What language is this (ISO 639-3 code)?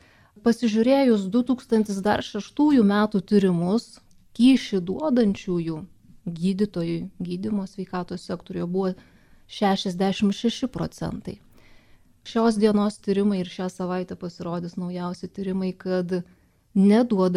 lit